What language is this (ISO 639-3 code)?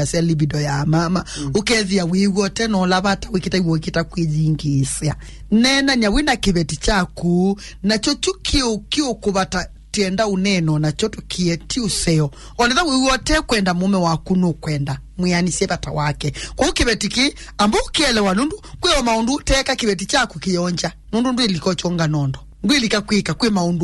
kam